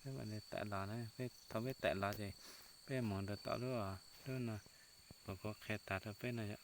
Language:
Hmong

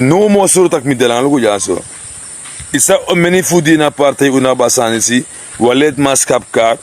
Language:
Sranan Tongo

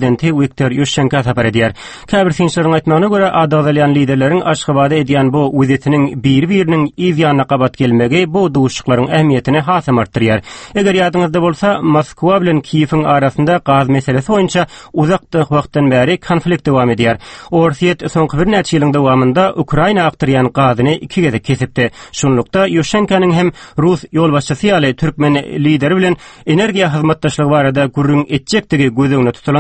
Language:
Turkmen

